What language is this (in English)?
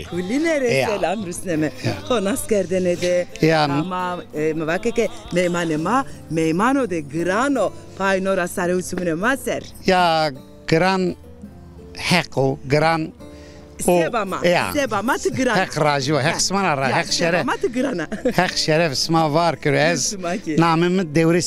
Zaza